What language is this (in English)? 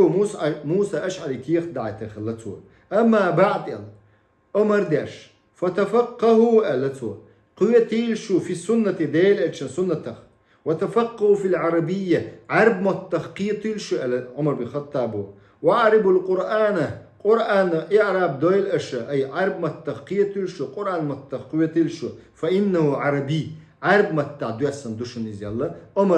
Chechen